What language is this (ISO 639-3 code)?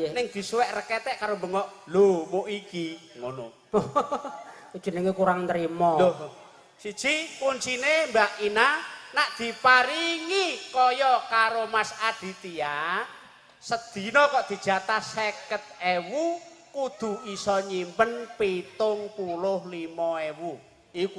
jav